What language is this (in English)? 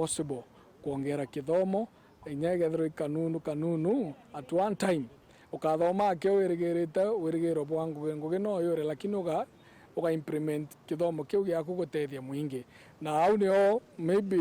Meru